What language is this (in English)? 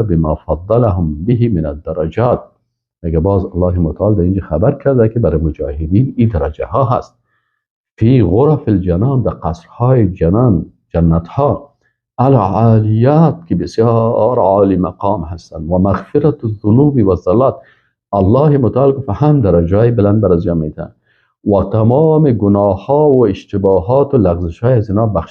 Persian